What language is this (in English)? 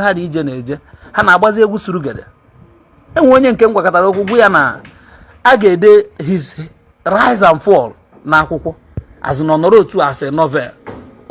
Igbo